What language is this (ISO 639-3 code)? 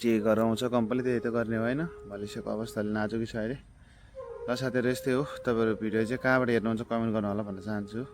nep